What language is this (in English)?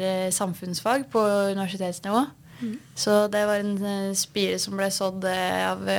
Norwegian